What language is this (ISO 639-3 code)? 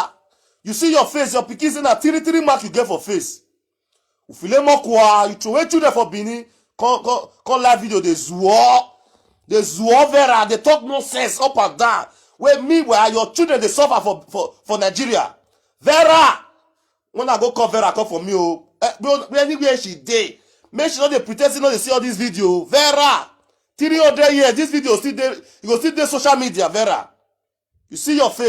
pcm